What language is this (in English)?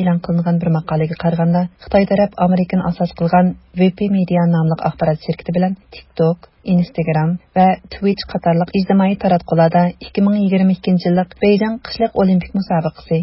Uyghur